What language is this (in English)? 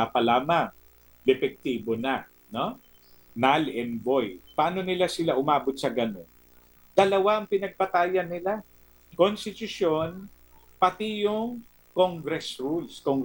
Filipino